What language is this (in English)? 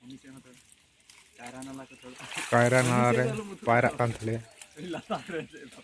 Santali